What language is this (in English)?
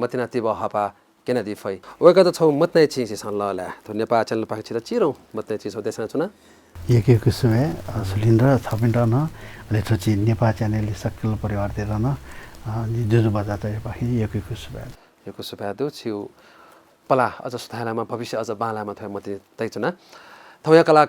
Newari